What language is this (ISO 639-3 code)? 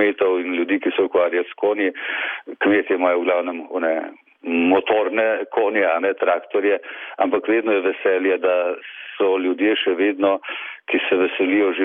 slv